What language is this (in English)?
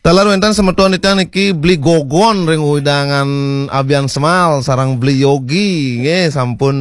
Balinese